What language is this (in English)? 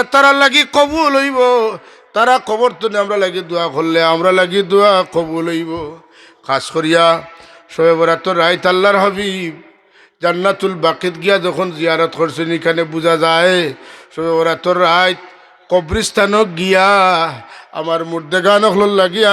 Sylheti